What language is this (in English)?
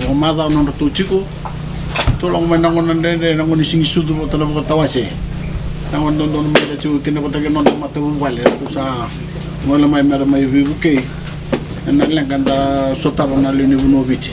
Fijian